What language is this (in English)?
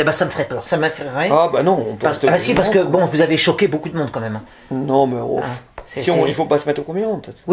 French